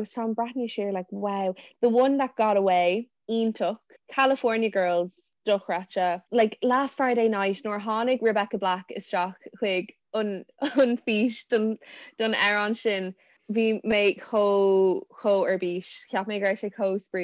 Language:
Irish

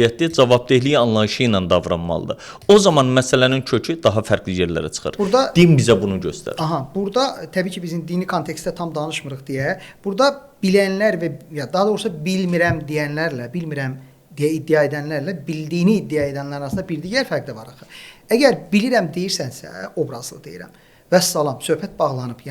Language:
Azerbaijani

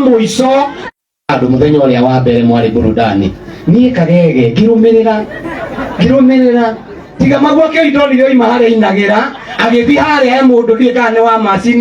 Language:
Kikuyu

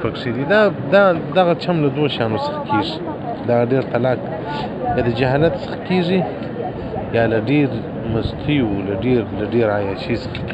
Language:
Pashto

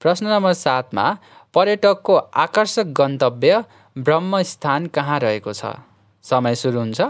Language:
Nepali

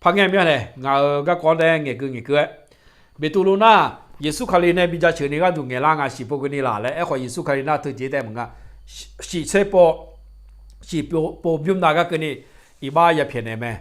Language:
Akha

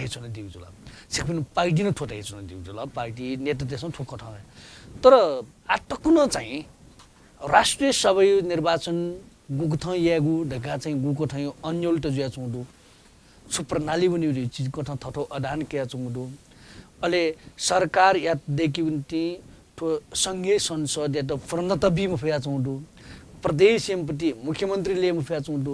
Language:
Newari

